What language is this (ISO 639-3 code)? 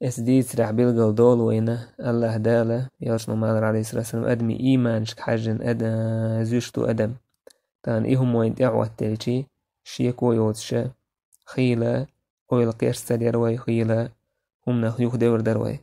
che